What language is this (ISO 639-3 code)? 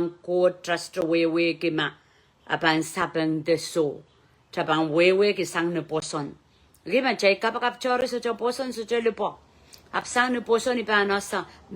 pon